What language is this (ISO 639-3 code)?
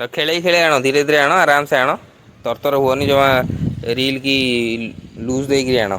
ori